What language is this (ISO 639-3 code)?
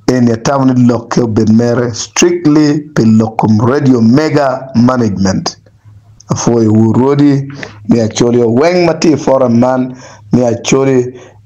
ach